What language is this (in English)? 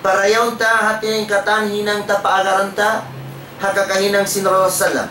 Tausug